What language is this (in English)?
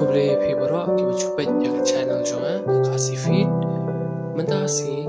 Khasi